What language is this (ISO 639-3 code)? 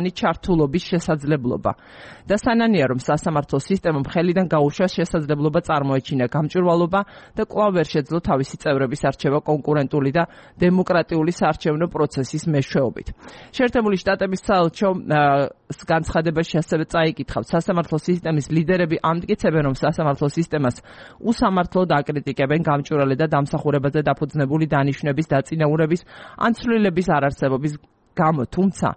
kat